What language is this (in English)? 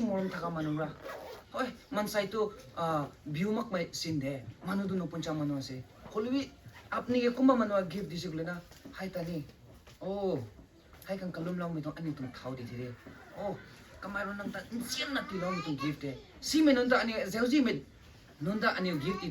Rongmei Naga